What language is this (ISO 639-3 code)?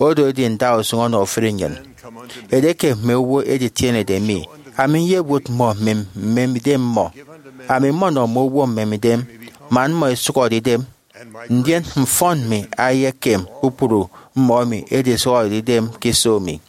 efi